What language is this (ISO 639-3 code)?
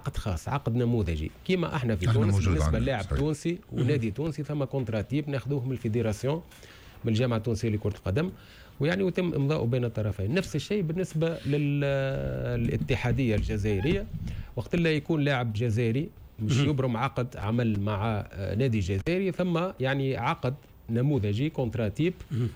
aeb